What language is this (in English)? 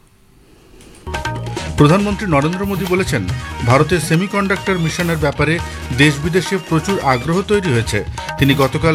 Bangla